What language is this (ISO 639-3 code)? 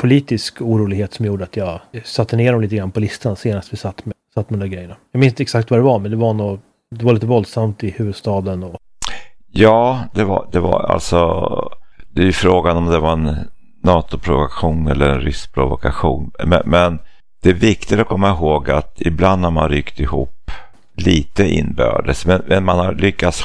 swe